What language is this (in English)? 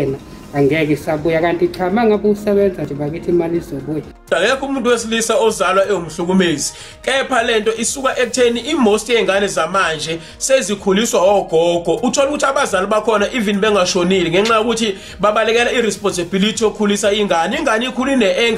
Zulu